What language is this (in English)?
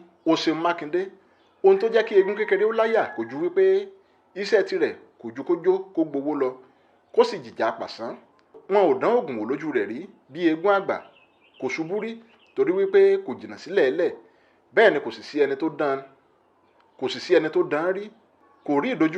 Yoruba